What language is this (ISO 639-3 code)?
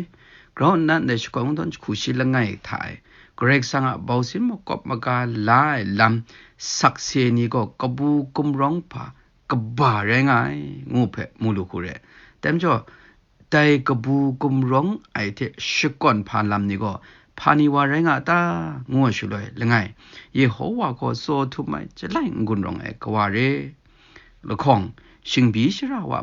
kac